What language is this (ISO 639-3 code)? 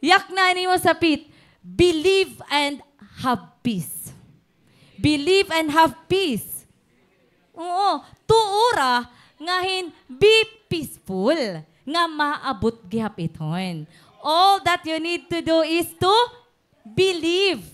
war